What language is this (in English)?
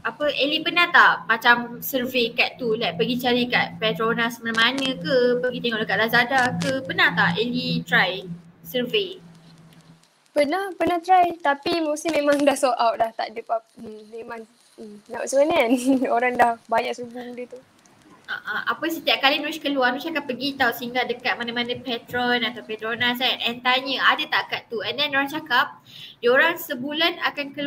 Malay